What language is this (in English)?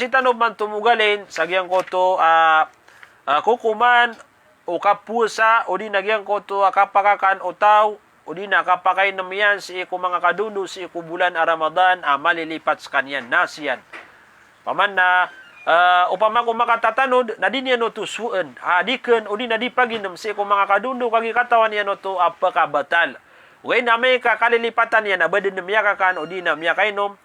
Maranao